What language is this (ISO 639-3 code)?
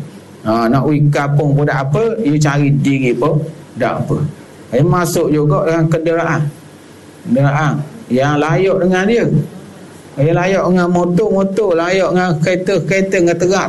msa